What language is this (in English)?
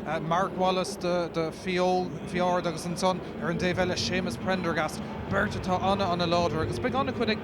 Irish